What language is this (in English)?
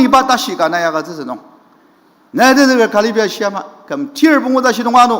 Ao Naga